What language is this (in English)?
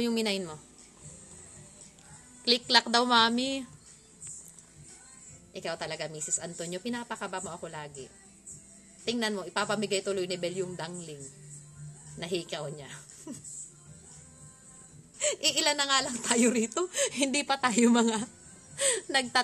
Filipino